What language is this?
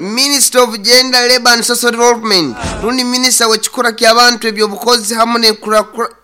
Nyoro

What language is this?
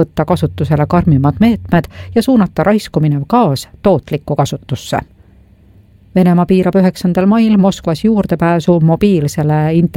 Estonian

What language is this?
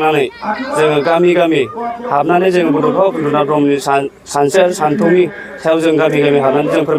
Bodo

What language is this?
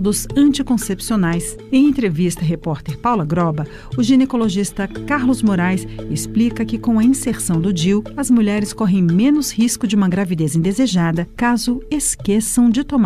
Portuguese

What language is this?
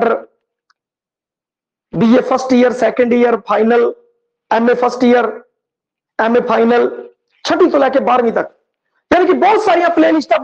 Punjabi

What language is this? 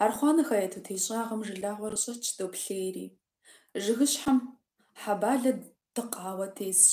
Kabardian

